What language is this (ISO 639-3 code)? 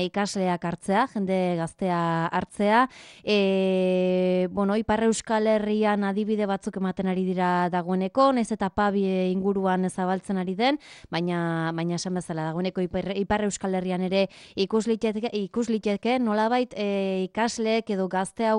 eus